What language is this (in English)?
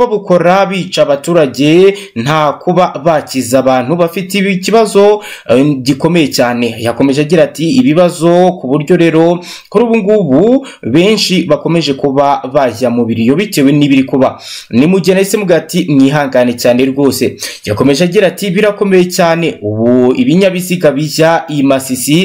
Kinyarwanda